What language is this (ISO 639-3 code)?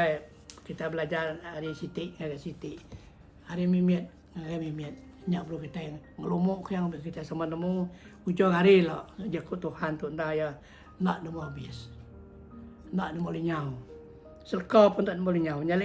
iba